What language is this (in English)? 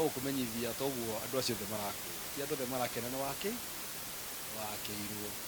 Kikuyu